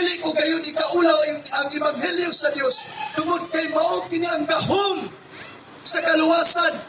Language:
Cebuano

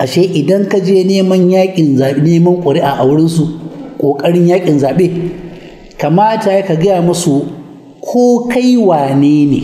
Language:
Hausa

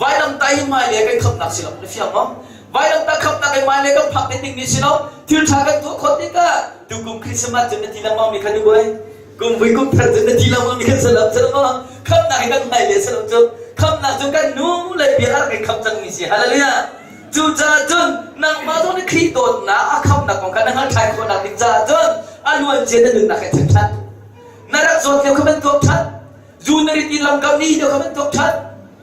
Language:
Hakha Chin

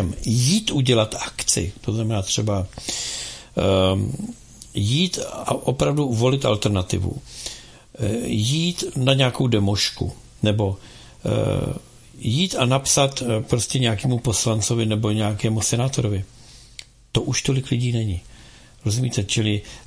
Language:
Czech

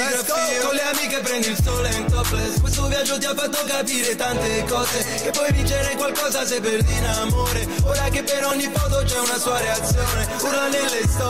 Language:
Italian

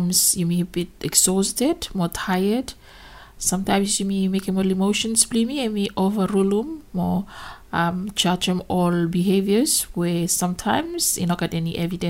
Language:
Bislama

